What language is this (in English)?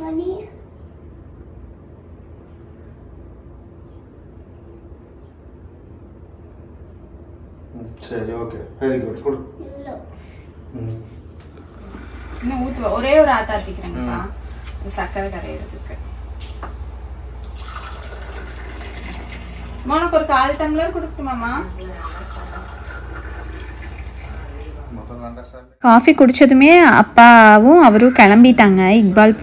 Tamil